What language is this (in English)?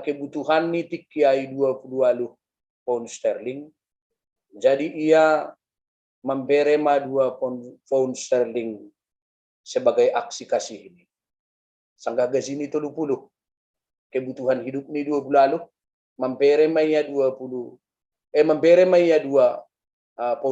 Batak Simalungun